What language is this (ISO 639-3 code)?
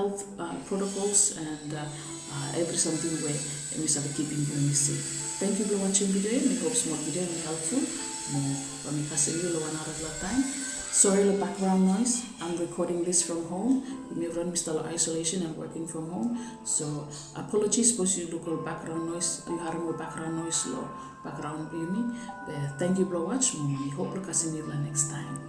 bis